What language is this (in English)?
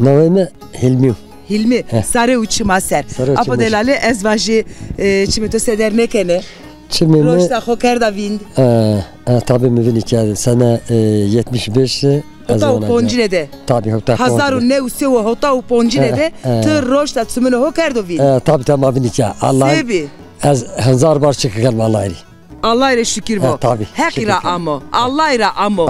Zaza